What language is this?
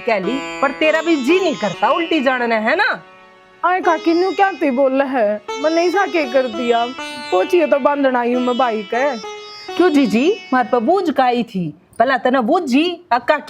Haryanvi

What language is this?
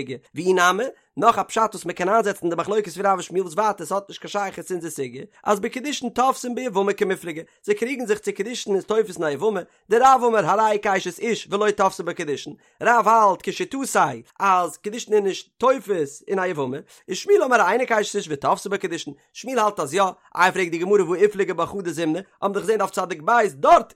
Yiddish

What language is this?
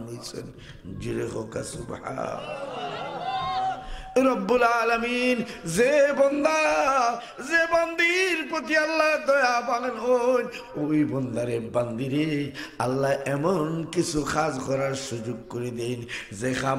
Sylheti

